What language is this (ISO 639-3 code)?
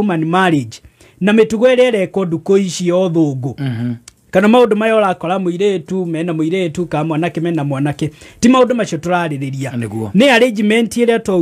kik